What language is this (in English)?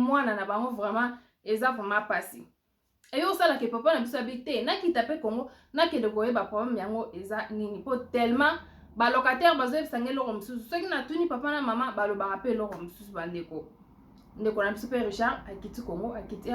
Lingala